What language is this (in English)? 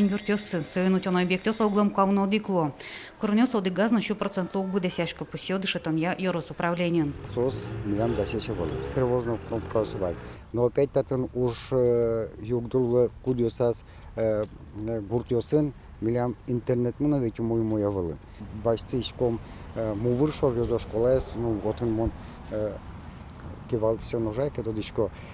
Udmurt